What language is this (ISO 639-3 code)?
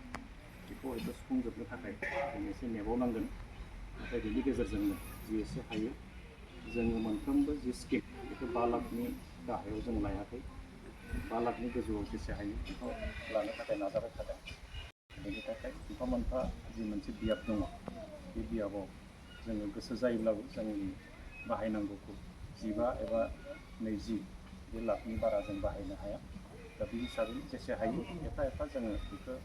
brx